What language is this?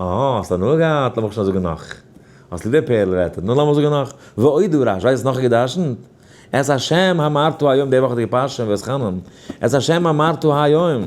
Yiddish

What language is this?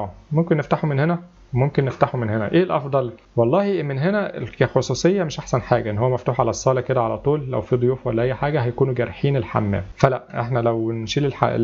Egyptian Arabic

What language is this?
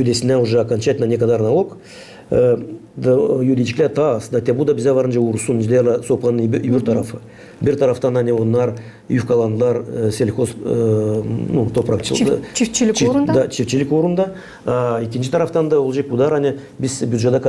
Gagauz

